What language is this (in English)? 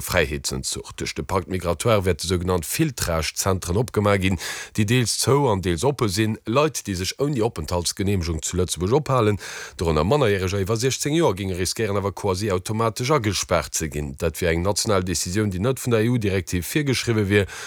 Luxembourgish